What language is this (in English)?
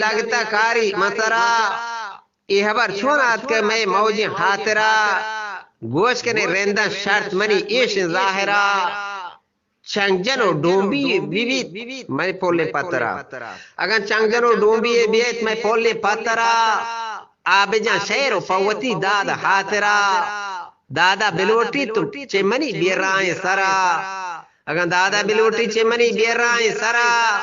Eastern Balochi